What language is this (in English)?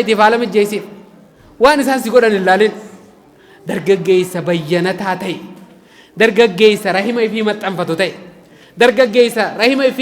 Oromo